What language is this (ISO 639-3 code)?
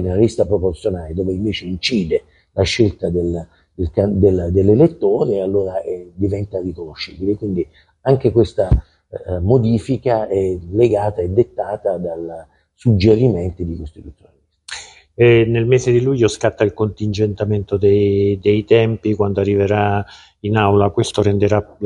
ita